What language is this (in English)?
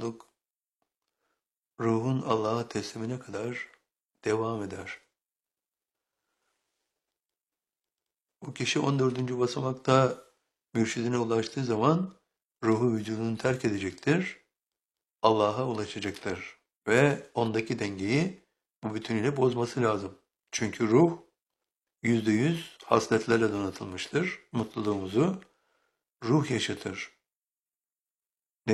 Turkish